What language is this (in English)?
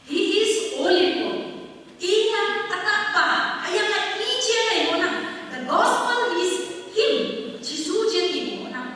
Konyak Naga